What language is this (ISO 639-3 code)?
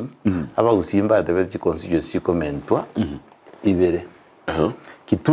guz